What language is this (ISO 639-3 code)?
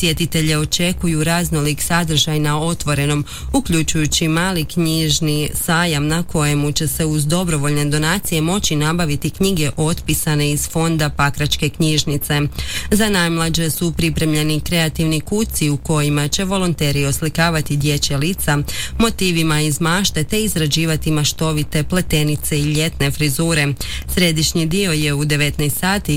hrv